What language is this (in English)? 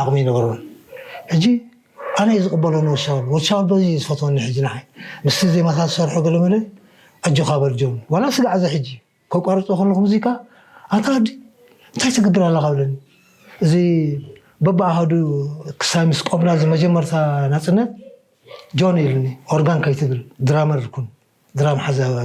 Tigrinya